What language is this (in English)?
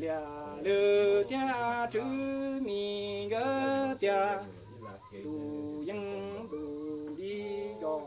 Hmong